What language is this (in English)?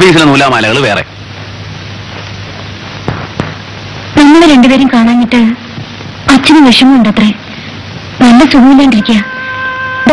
Malayalam